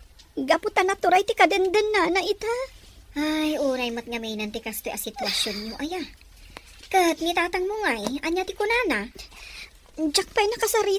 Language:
Iloko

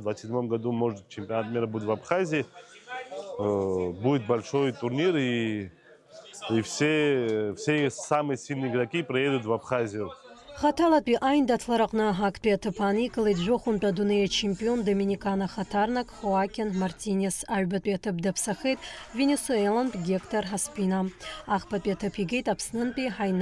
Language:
Abkhazian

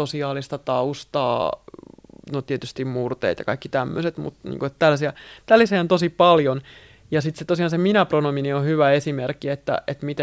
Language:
Finnish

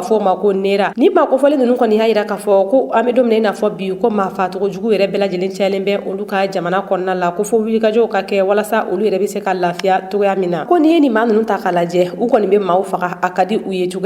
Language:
Bambara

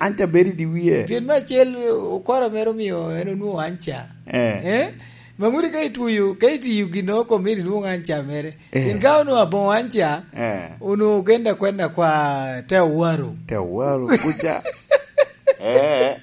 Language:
Lango (Uganda)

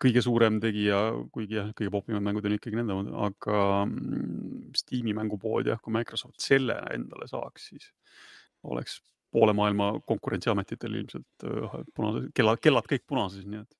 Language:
Estonian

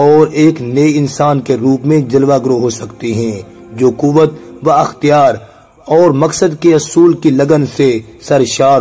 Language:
Urdu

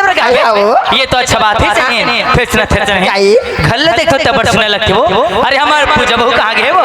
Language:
Chhattisgarhi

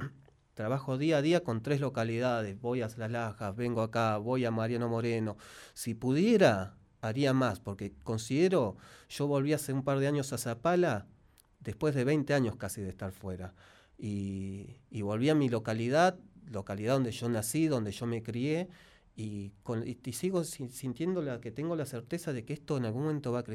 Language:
Spanish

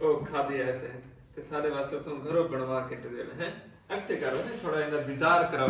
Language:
Saraiki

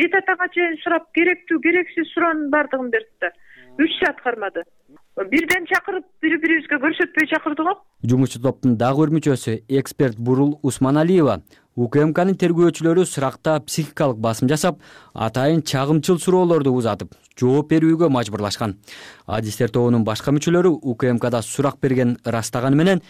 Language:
Kyrgyz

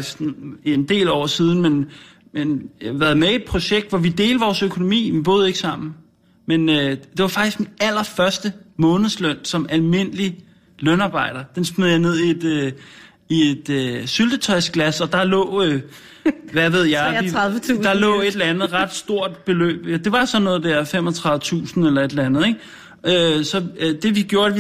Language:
Danish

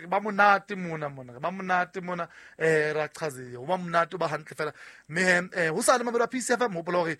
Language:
Southern Sotho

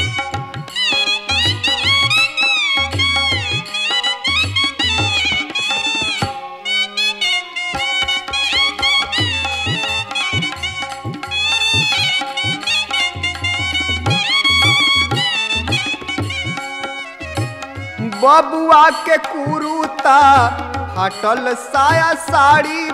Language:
Bhojpuri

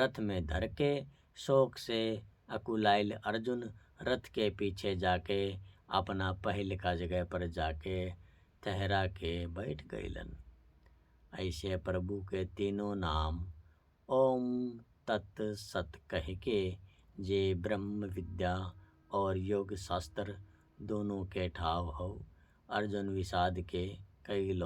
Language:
Bhojpuri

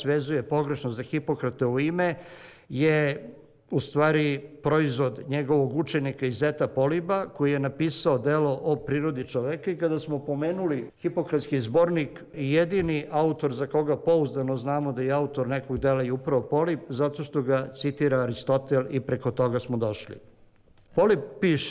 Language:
Serbian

